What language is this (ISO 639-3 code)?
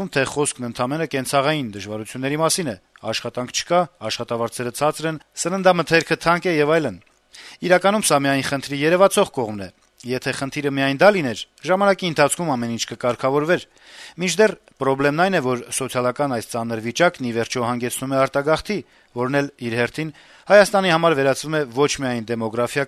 hye